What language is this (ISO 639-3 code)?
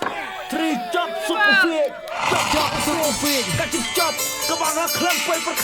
kha